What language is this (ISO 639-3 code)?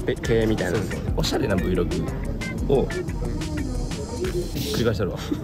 jpn